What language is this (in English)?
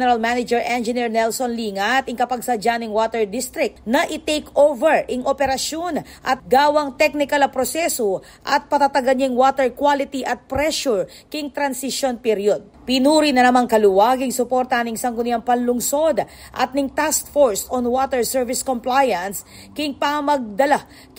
Pampanga